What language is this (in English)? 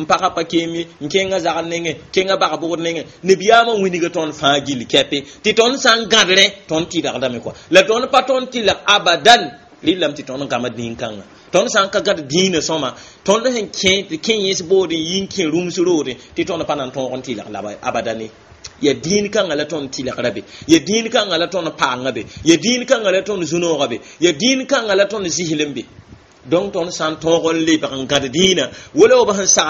Mossi